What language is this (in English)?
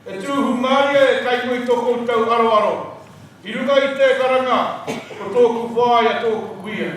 Māori